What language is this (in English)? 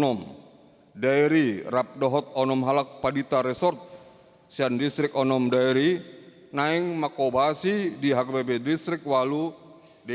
Batak Toba